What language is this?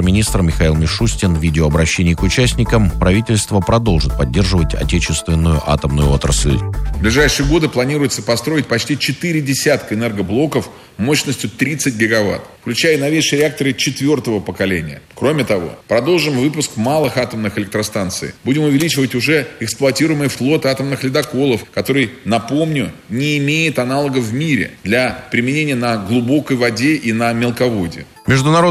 Russian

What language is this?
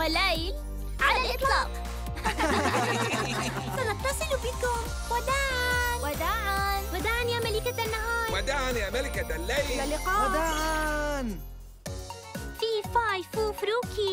Arabic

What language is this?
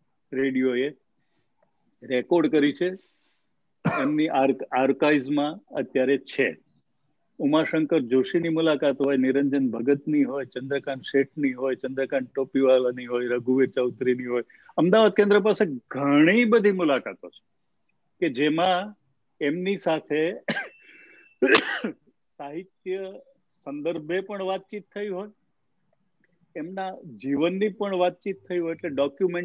Gujarati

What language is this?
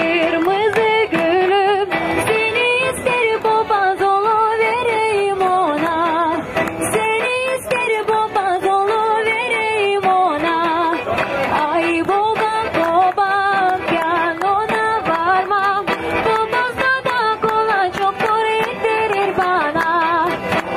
Gagauz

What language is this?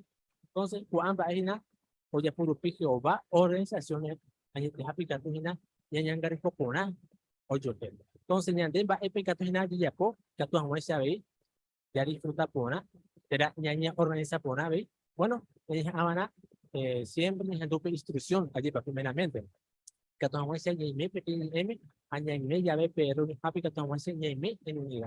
Guarani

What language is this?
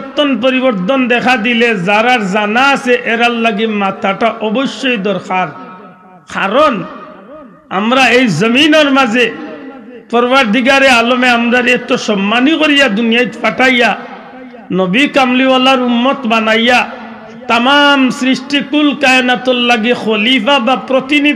Sylheti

